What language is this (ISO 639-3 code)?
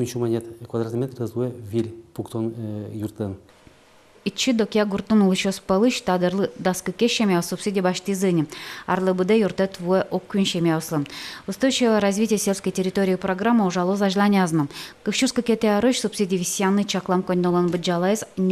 udm